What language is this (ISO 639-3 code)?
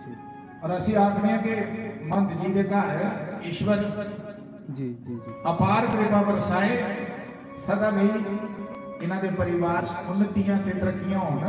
doi